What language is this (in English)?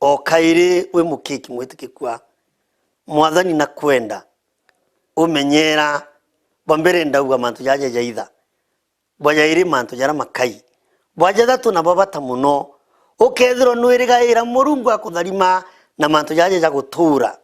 Meru